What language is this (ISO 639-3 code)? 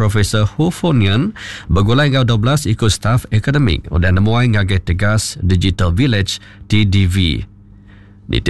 iba